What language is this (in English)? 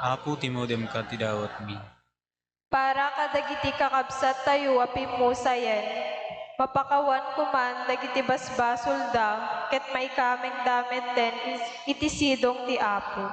Iloko